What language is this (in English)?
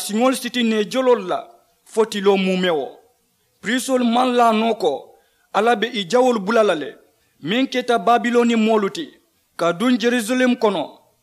Mandingo